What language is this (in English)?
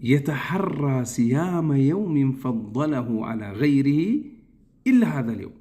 Amharic